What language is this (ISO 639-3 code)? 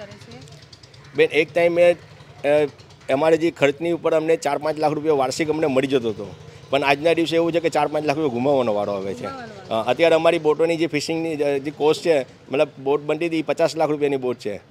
guj